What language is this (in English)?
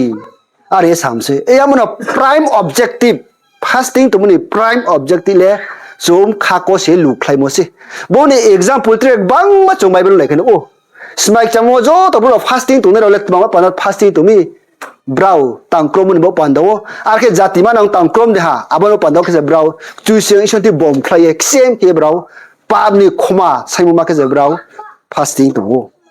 Riang (India)